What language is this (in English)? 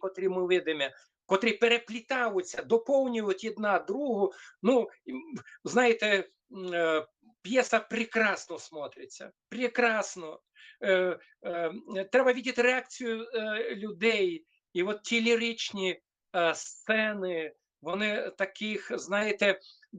Rusyn